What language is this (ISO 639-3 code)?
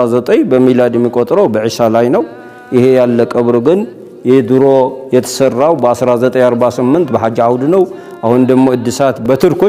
amh